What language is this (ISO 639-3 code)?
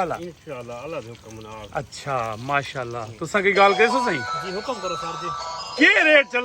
skr